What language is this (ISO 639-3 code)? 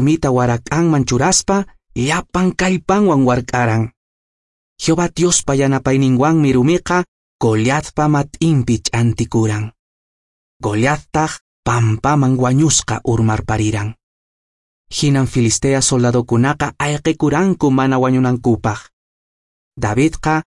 que